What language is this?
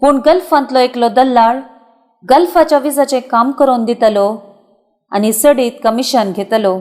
Konkani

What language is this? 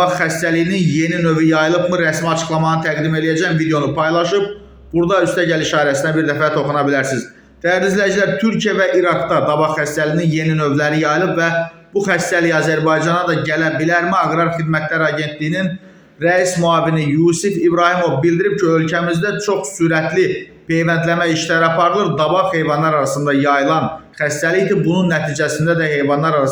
Azerbaijani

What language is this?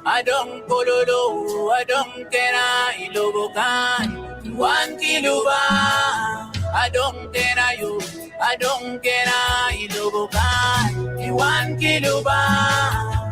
Acoli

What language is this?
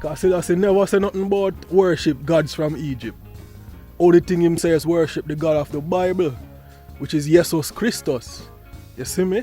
Jamaican Creole English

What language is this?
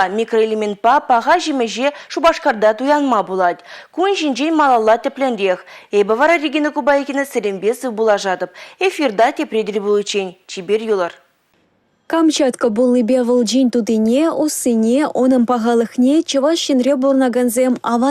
Chuvash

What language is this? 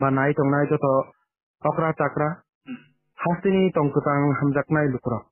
Kok Borok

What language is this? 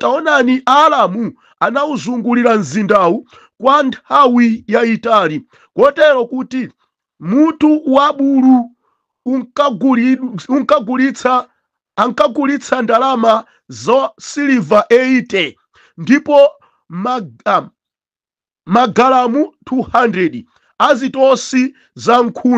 Nyanja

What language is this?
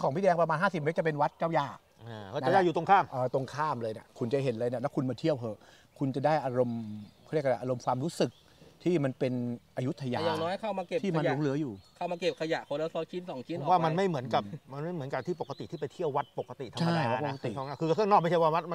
Thai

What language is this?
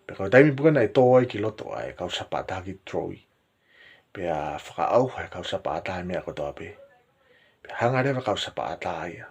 Tongan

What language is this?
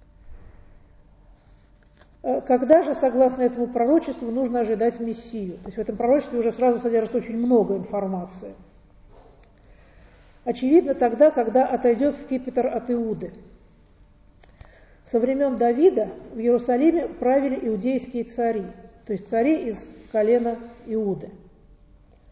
Russian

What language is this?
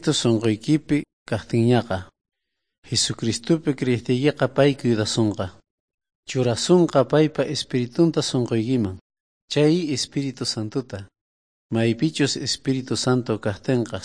South Bolivian Quechua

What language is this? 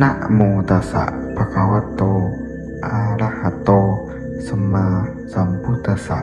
Pali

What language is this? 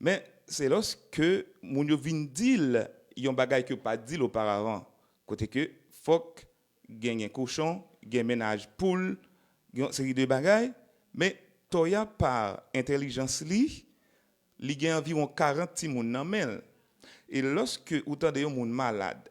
Haitian Creole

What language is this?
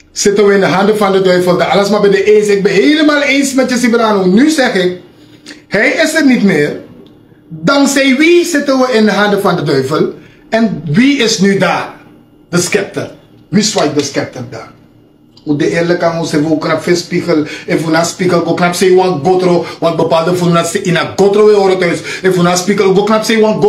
Sranan Tongo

